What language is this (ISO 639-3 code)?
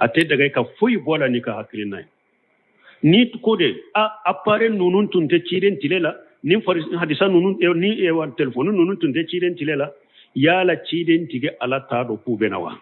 bam